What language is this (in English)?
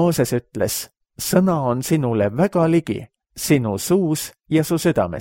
Estonian